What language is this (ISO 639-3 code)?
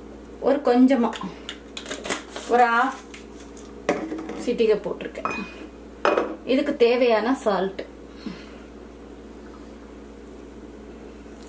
tam